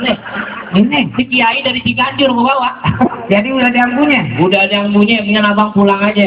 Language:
Betawi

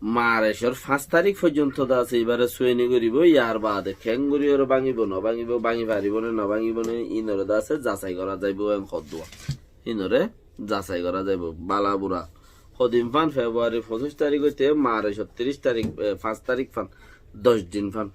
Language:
Rohingya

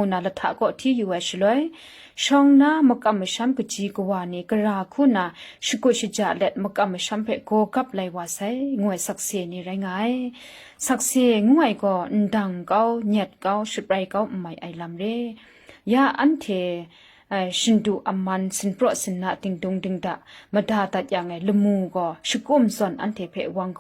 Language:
Kachin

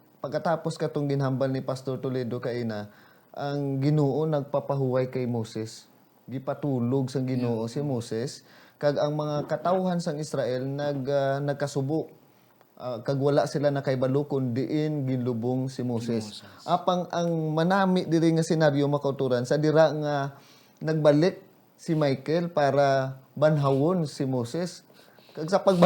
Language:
Hiligaynon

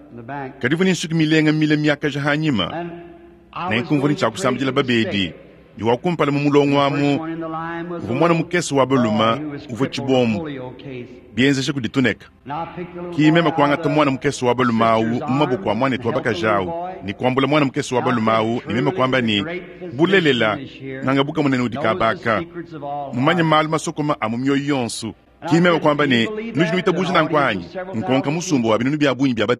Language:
Luba-Lulua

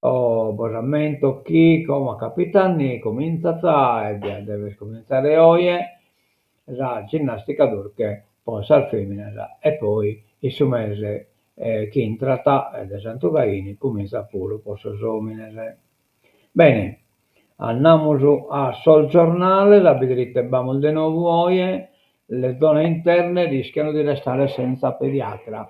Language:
Sardinian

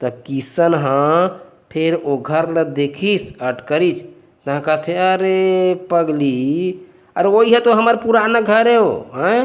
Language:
Chhattisgarhi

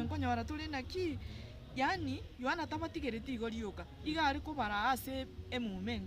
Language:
Gusii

